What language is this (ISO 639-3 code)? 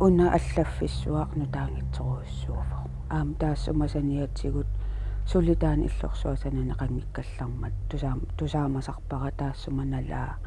kal